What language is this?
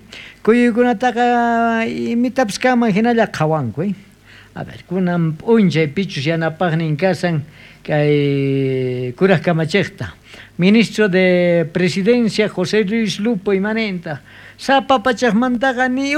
South Bolivian Quechua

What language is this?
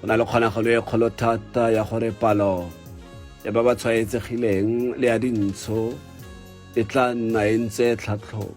Tswana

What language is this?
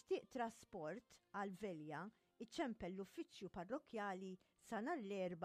Maltese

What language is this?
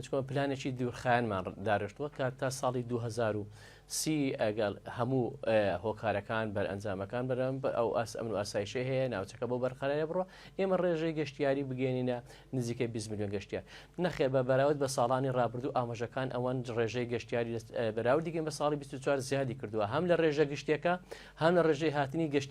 Central Kurdish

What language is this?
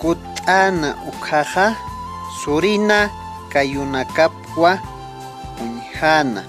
Aymara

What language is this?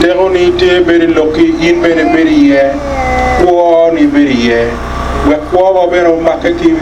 Acoli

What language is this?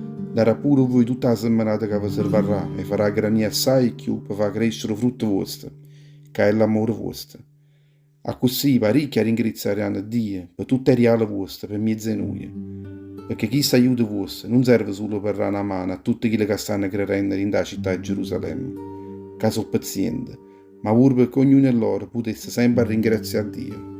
Neapolitan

